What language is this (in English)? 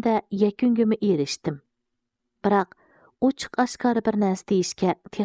Uyghur